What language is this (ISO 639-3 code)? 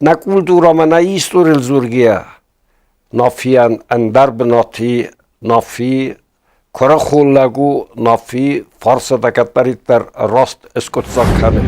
oss